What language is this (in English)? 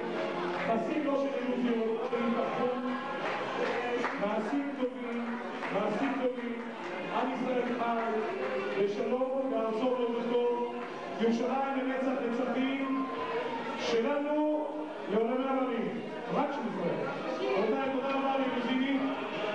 Hebrew